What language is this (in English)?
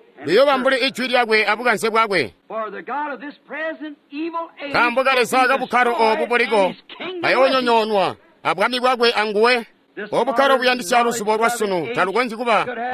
Tonga (Zambia)